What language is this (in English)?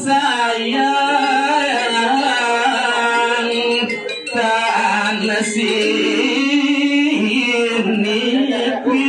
Balinese